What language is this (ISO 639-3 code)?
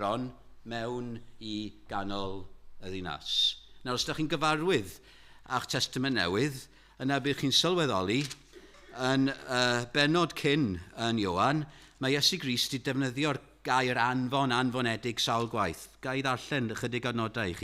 cym